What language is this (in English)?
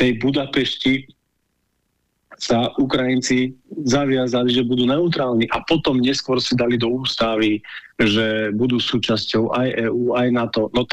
Slovak